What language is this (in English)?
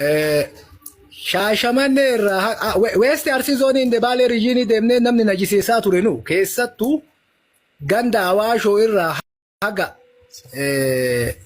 Oromo